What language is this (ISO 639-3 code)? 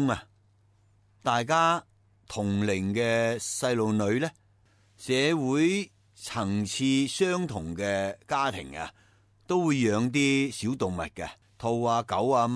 yue